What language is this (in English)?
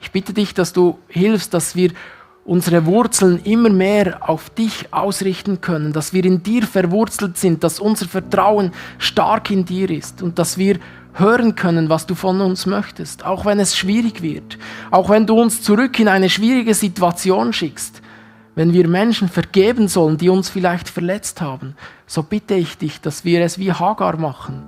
Swiss German